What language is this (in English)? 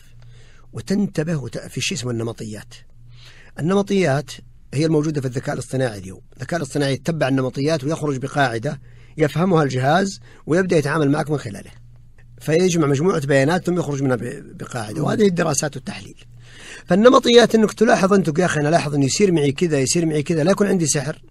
Najdi Arabic